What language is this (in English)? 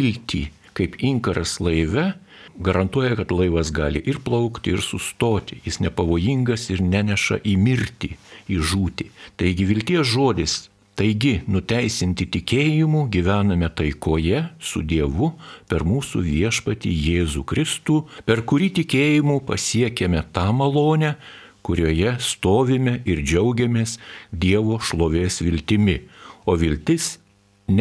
Lithuanian